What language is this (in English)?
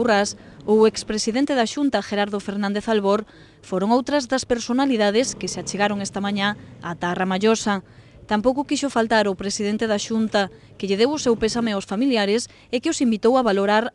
Galician